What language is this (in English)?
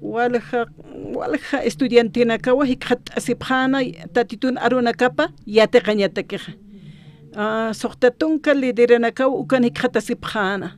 Aymara